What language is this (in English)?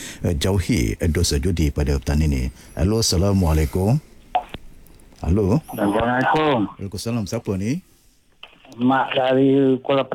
Malay